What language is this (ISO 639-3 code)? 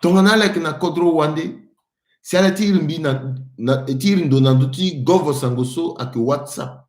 sag